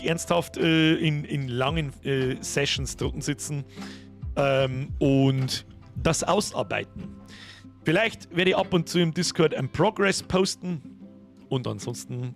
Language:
Bavarian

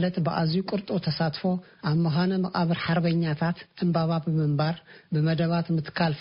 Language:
Tigrinya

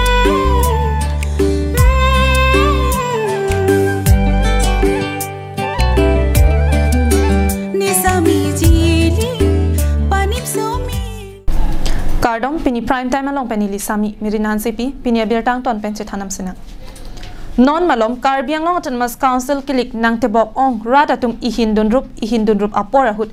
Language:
Karbi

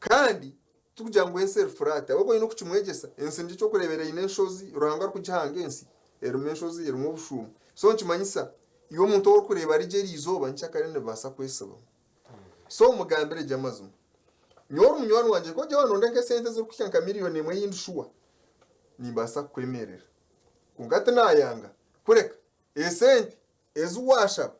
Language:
Nyankole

